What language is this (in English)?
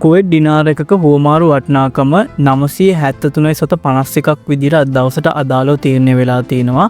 Sinhala